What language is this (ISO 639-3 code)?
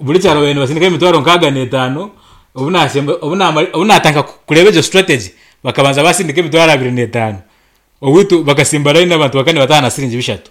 nyn